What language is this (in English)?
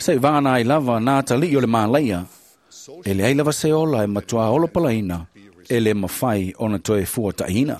Samoan